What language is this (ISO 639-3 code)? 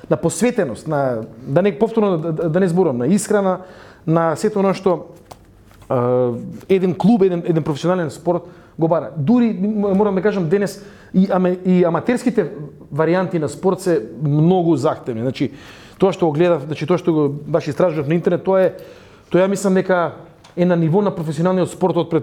mkd